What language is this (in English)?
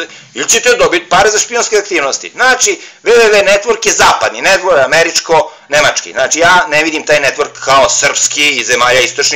Serbian